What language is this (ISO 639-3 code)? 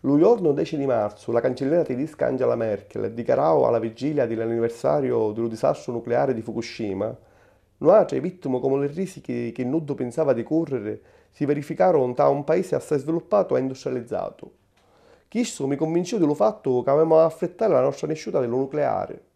scn